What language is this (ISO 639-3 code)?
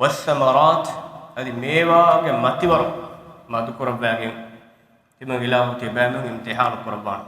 div